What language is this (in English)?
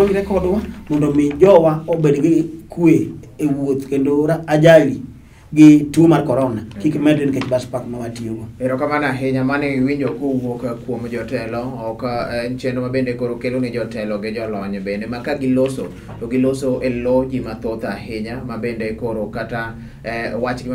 Luo (Kenya and Tanzania)